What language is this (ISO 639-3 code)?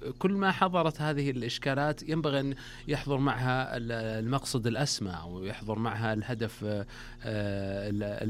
ara